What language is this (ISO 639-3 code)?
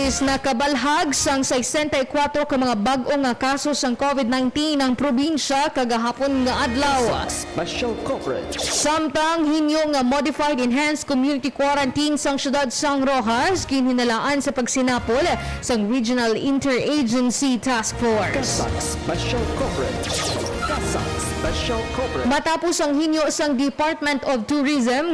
hil